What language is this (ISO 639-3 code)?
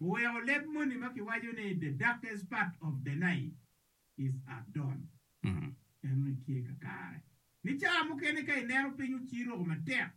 ach